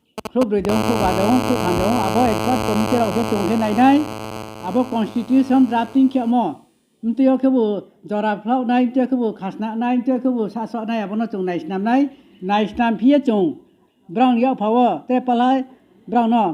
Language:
Riang (India)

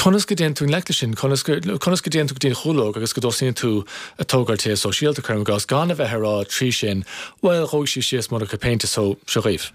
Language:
Irish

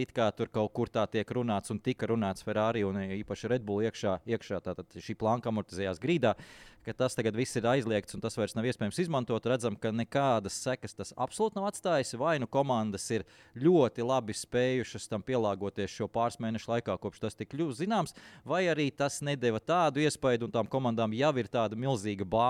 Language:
Latvian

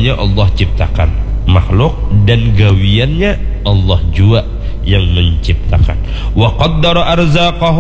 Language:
Banjar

